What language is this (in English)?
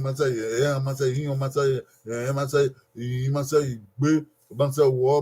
Bini